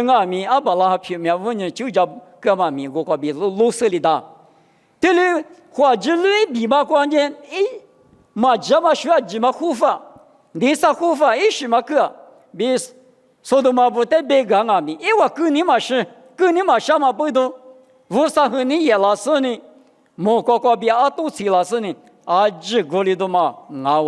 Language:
Lisu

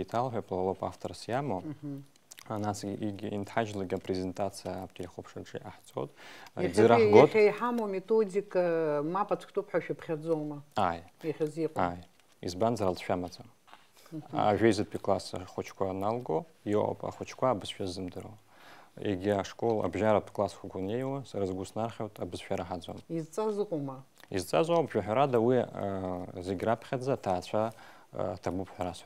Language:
Abkhazian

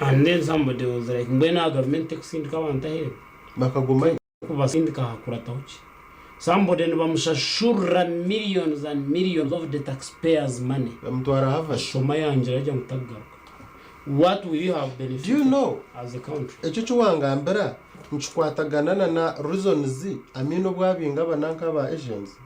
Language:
Nyankole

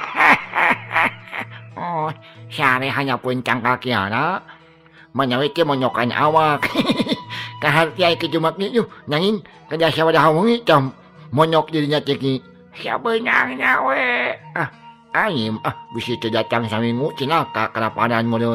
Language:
Sundanese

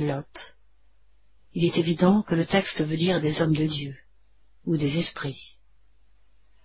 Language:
French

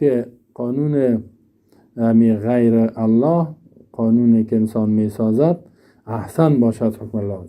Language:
Persian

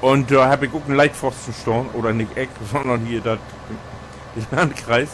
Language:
Low German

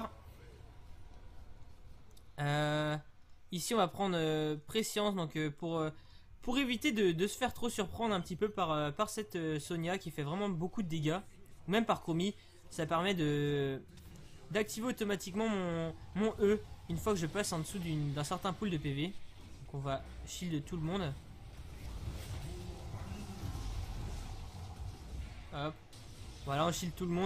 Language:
French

